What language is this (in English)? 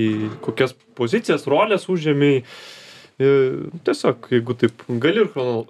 Lithuanian